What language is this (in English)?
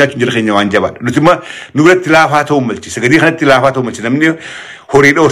Oromo